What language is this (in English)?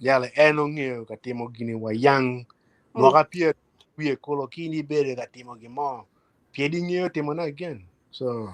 Acoli